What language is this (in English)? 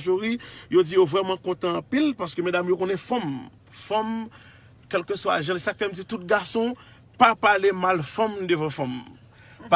Haitian Creole